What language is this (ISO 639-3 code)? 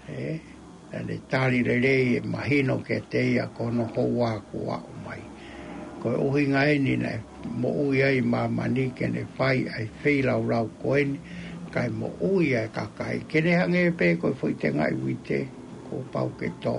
ton